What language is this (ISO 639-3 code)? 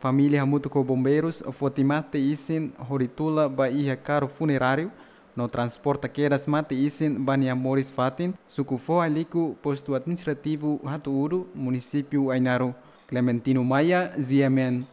tet